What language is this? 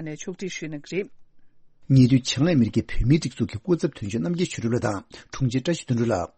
Tibetan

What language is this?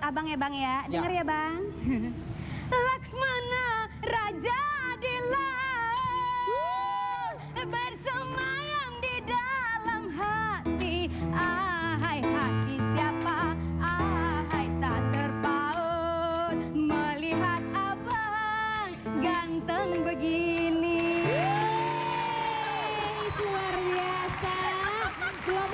Indonesian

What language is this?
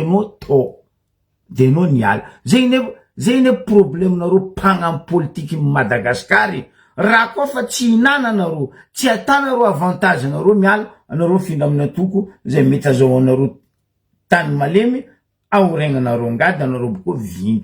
Malagasy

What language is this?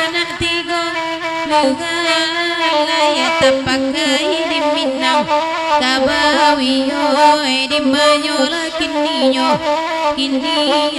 Minangkabau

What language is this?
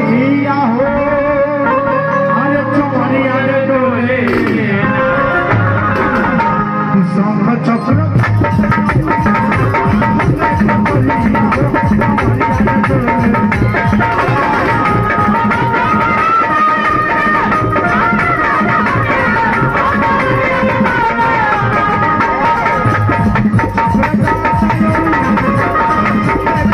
Bhojpuri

